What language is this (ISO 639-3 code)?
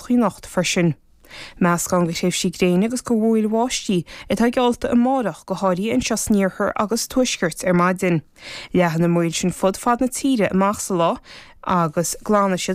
gle